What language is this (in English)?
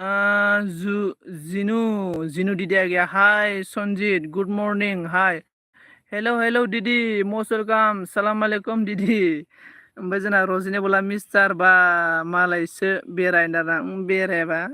Bodo